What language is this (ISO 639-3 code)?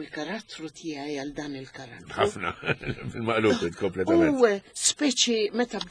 mlt